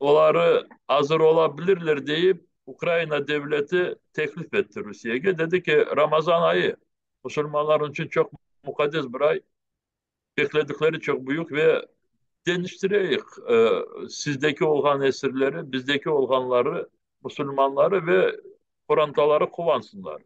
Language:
Crimean Tatar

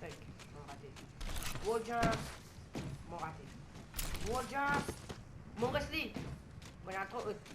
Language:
Morisyen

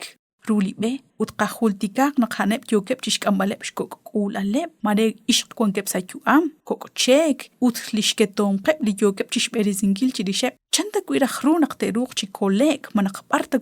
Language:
Kekchí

